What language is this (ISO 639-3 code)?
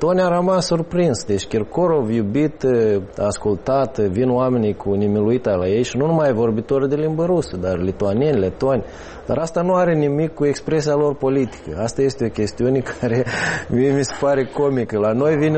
ron